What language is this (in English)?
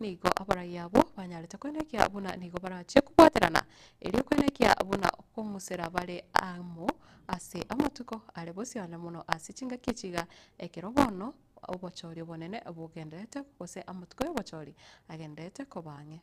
Gusii